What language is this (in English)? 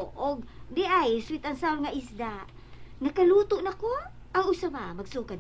Cebuano